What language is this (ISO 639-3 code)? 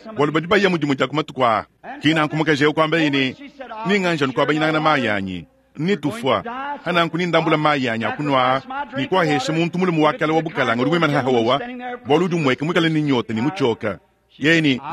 lua